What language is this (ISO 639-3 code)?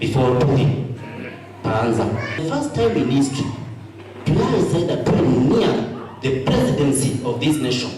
kam